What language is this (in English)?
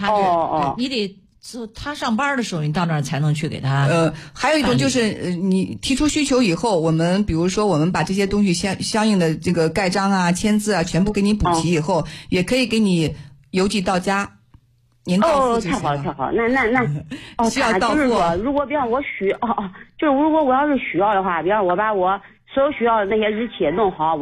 Chinese